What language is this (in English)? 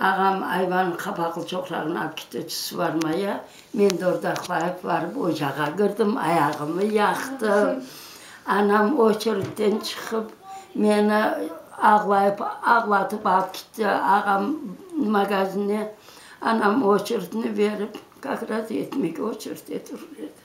Crimean Tatar